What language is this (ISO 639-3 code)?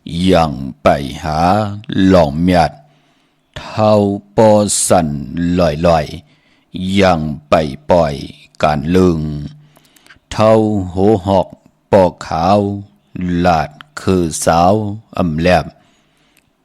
shn